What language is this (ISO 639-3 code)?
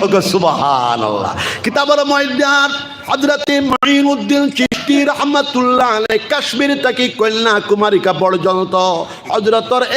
syl